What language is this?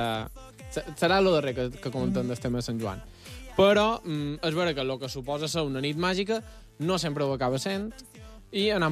Catalan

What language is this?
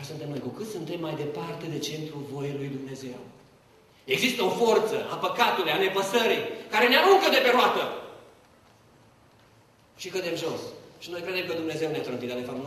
Romanian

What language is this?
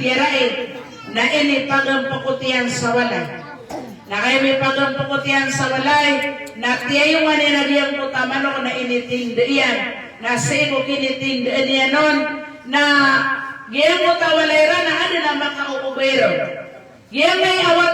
Maranao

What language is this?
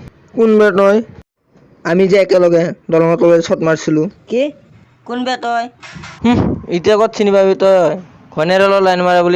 Assamese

